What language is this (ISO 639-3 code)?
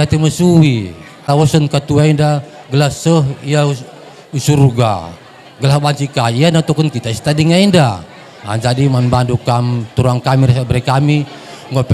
btx